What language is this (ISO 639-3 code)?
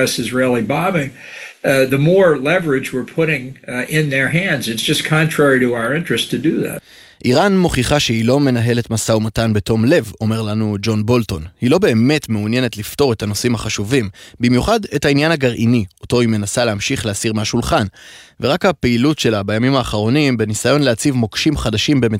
heb